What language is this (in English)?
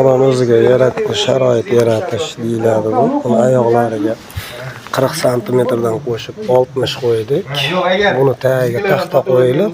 Uzbek